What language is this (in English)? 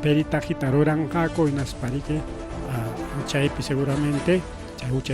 Ayacucho Quechua